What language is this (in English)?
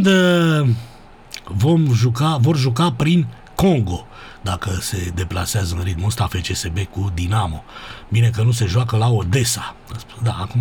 Romanian